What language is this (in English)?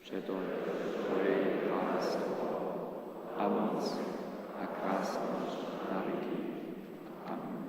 Upper Sorbian